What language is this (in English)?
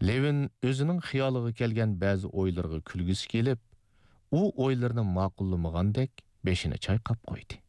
Uyghur